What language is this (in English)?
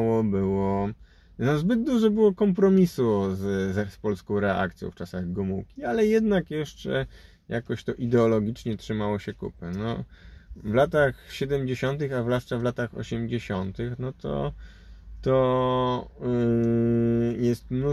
Polish